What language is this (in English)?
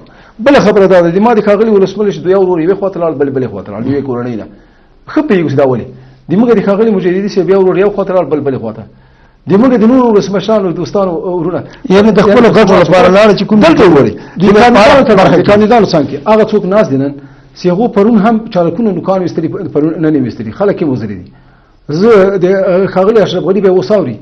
Pashto